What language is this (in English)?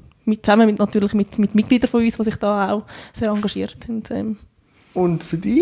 German